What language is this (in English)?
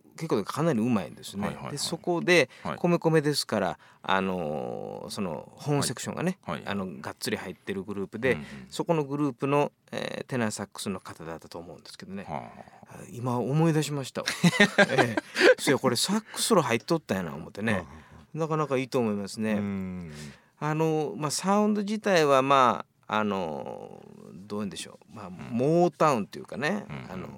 Japanese